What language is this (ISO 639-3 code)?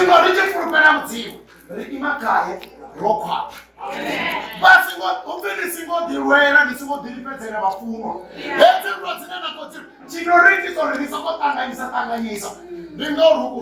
ven